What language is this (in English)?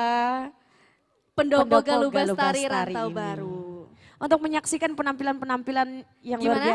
Banjar